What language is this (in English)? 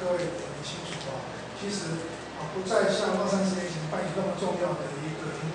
Chinese